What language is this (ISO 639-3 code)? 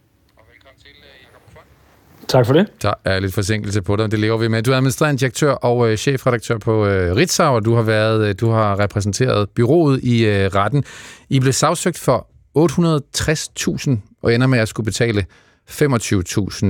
dan